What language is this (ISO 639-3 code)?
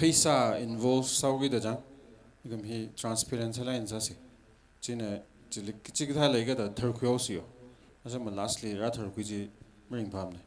nmf